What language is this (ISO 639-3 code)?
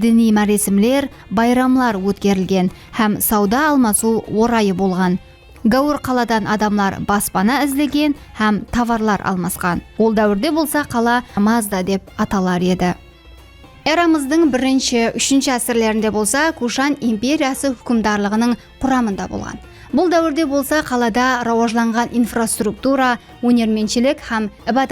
kaa